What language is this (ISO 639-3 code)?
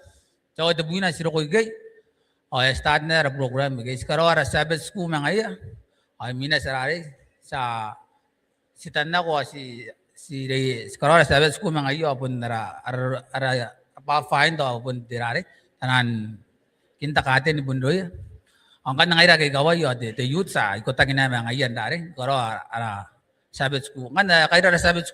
gil